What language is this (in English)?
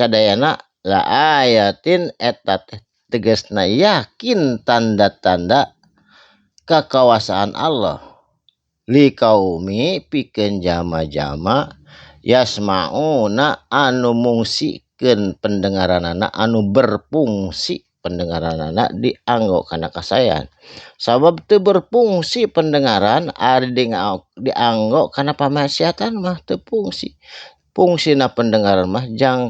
Sundanese